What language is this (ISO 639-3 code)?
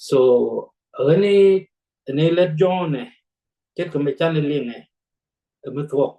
nus